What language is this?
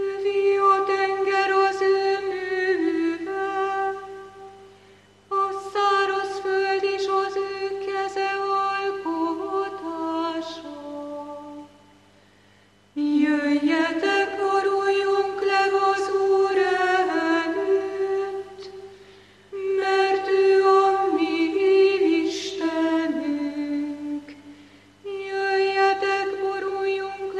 Hungarian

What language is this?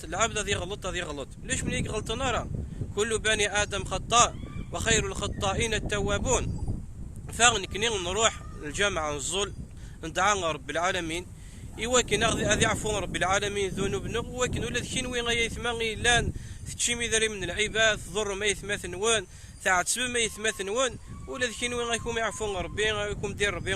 Kabyle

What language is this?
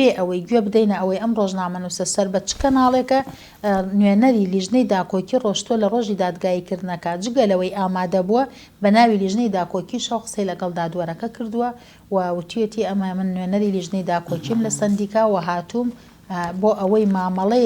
Central Kurdish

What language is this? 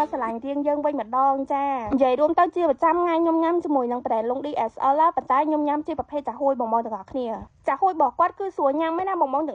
Khmer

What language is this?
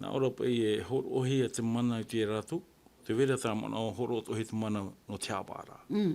Tahitian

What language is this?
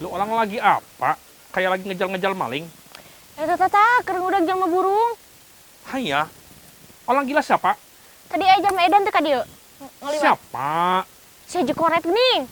Sundanese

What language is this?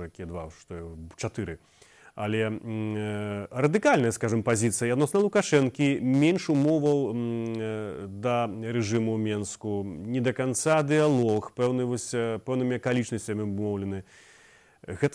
Belarusian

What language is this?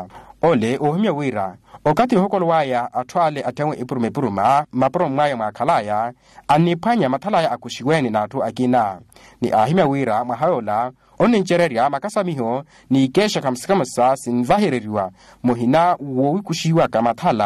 Makhuwa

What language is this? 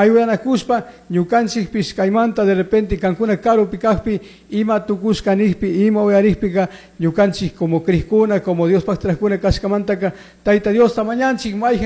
Chimborazo Highland Quichua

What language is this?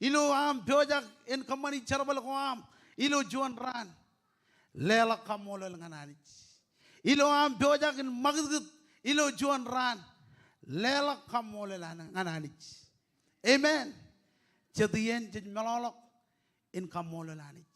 Marshallese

